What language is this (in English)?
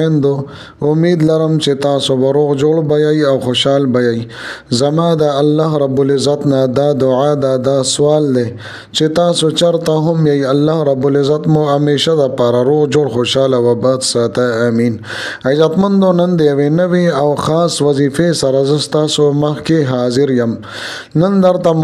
Pashto